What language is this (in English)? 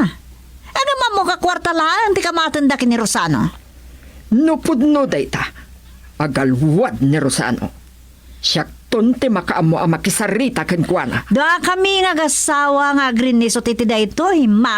Iloko